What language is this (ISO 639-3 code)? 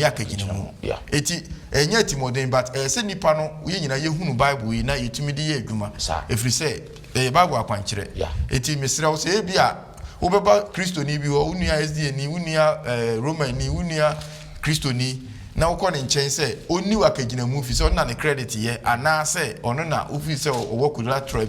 aka